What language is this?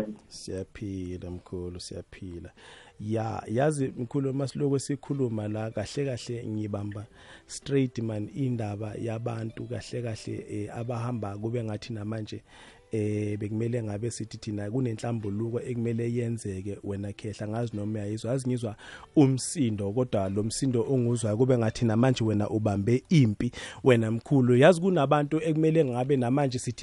South Ndebele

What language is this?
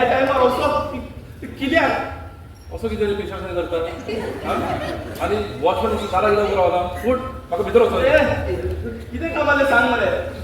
Konkani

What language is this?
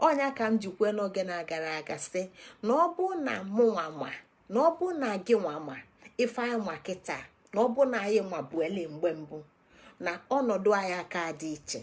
Igbo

